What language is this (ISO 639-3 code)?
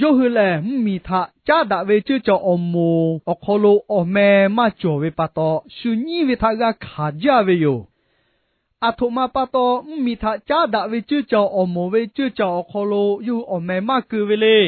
lhu